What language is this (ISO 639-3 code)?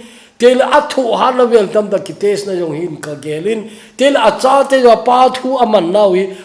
tcz